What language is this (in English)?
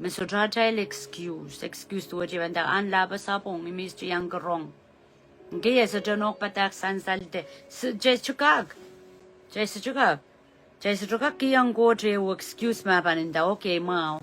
Pohnpeian